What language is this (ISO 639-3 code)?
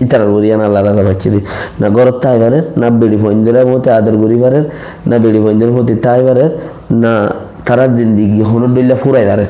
rhg